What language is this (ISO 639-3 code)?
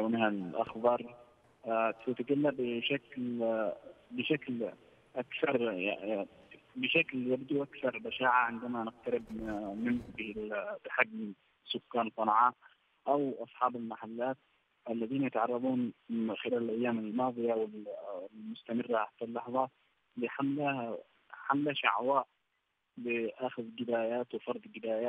ara